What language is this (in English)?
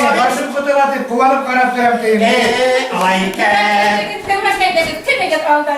Bashkir